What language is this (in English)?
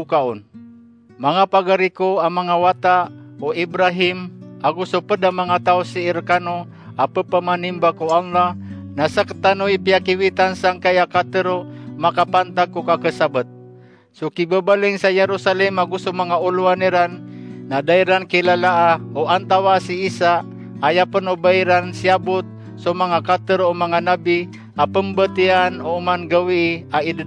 Maranao